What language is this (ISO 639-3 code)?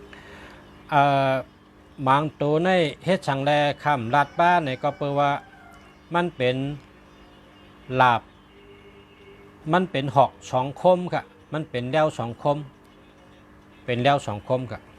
shn